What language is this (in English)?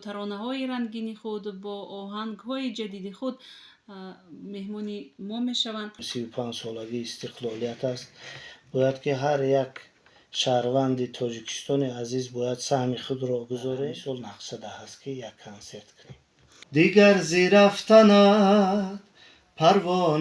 Tajik